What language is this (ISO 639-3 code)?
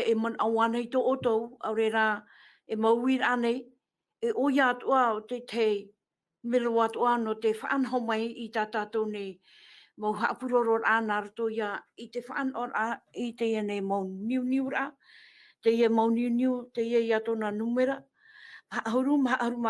tah